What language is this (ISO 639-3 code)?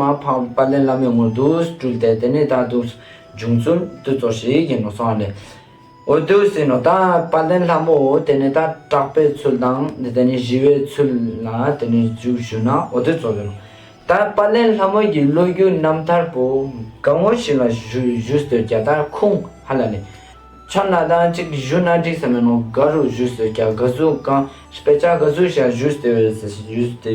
lbj